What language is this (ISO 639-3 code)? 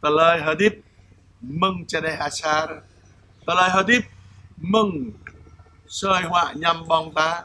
jra